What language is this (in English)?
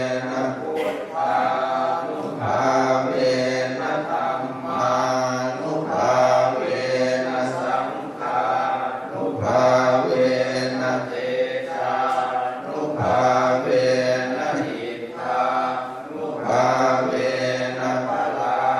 Pali